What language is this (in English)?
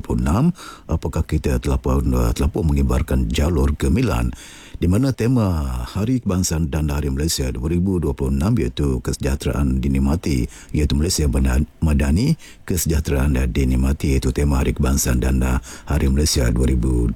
Malay